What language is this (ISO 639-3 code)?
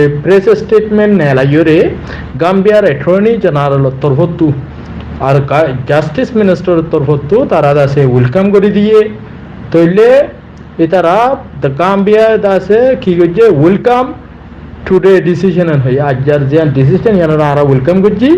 rhg